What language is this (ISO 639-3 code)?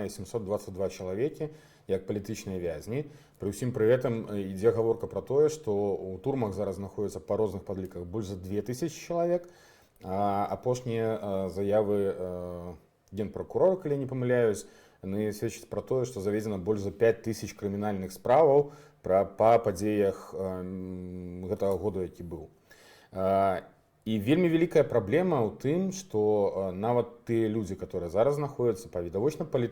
bel